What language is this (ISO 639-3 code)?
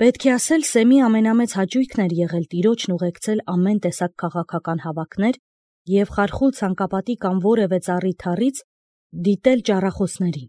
hye